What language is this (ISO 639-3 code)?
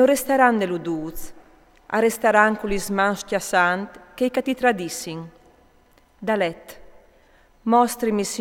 fur